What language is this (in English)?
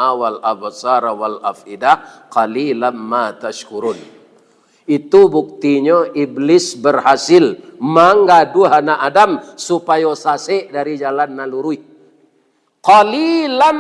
Minangkabau